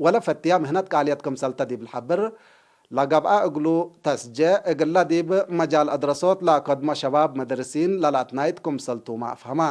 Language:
Tigre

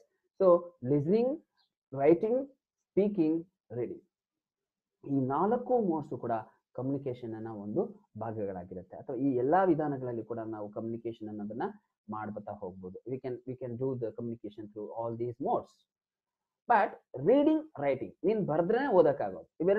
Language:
Kannada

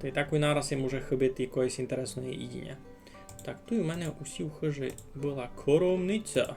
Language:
Rusyn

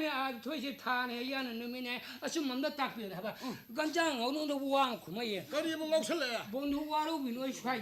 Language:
Manipuri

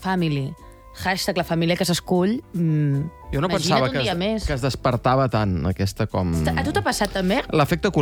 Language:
Catalan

